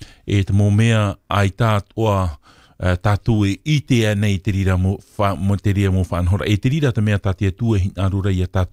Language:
Tahitian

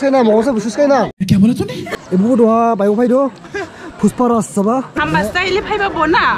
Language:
Dimasa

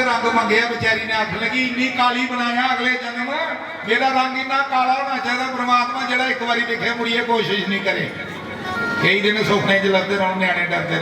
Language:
Dogri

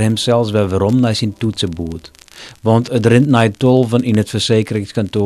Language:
Western Frisian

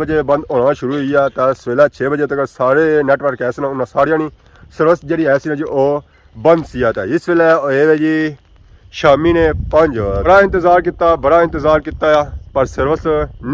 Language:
Pahari-Potwari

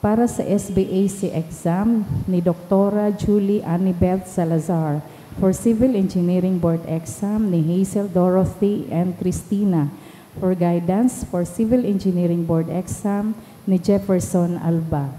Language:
Bikol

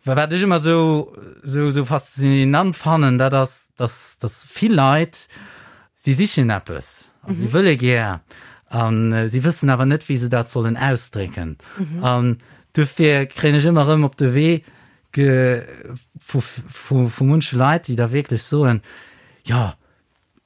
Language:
Luxembourgish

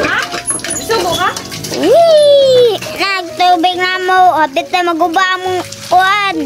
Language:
Cebuano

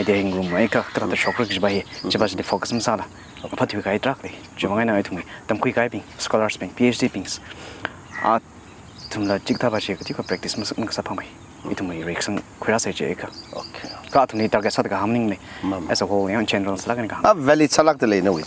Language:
Tangkhul Naga (India)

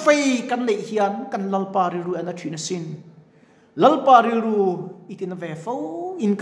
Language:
Mizo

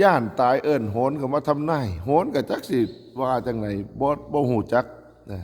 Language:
Northeastern Thai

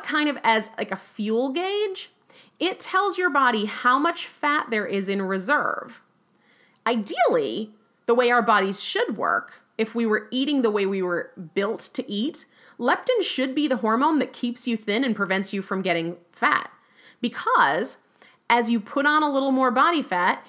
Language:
English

